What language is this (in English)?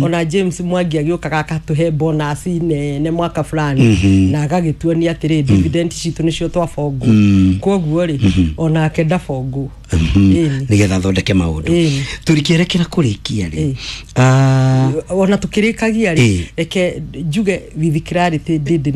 Kikuyu